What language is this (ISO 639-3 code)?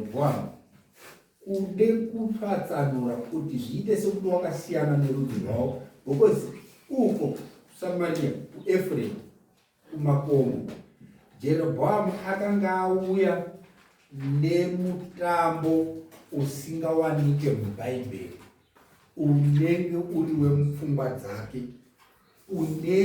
sna